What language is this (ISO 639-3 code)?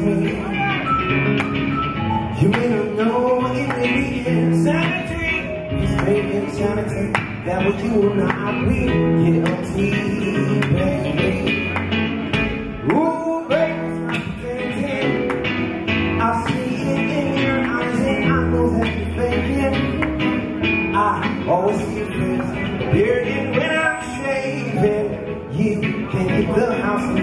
eng